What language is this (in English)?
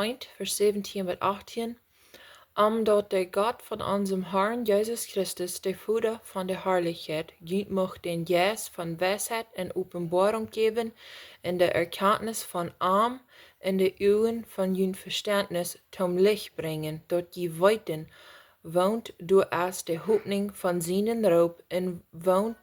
Plautdietsch